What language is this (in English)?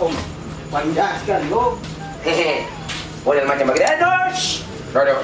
Ambonese Malay